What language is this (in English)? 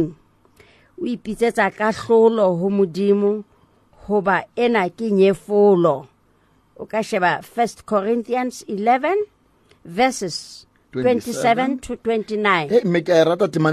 Southern Sotho